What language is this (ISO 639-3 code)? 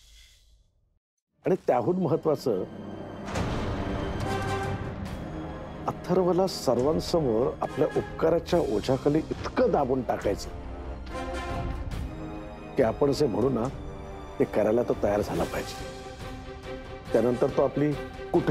mar